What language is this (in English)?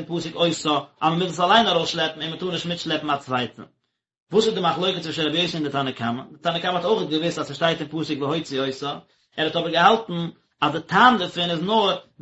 Yiddish